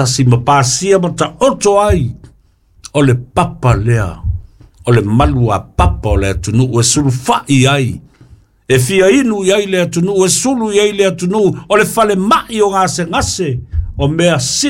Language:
Samoan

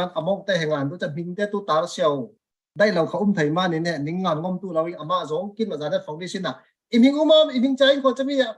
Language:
Falam Chin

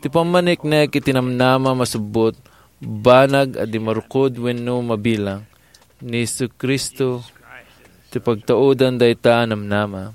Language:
Iloko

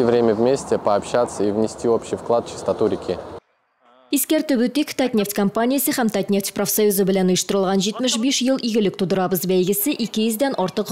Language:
Tatar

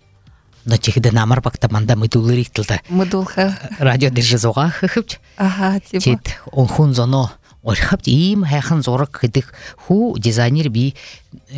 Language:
Buriat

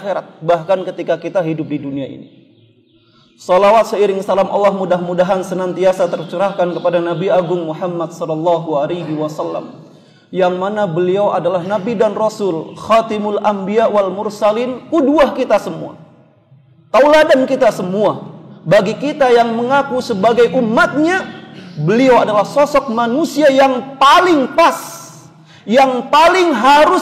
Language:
Indonesian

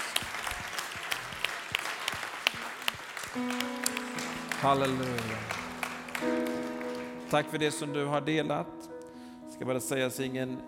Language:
Swedish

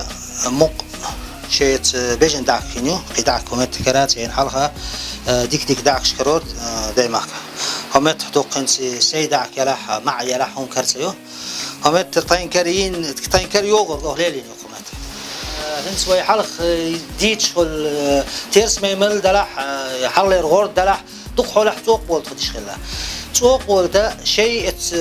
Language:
Chechen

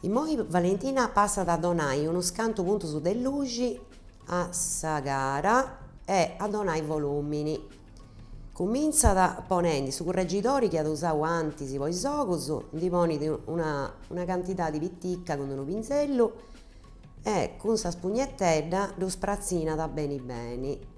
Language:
Sardinian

